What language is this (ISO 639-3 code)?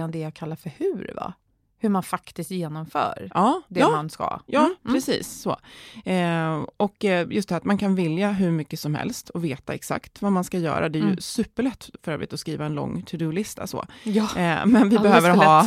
swe